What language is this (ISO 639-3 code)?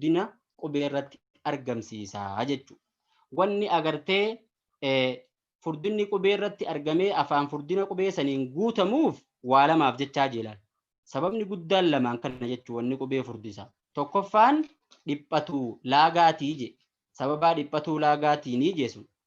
orm